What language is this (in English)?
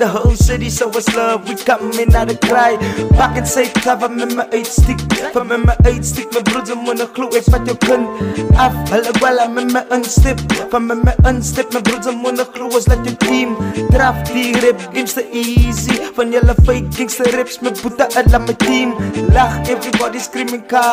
Afrikaans